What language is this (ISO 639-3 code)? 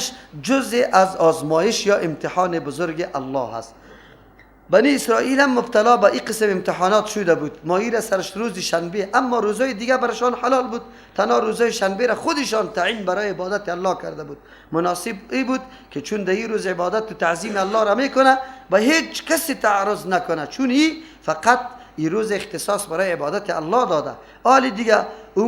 fas